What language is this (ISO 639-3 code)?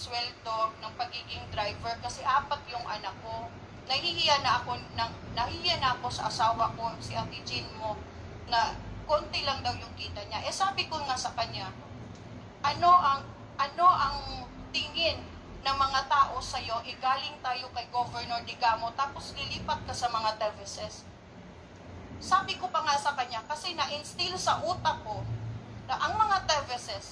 fil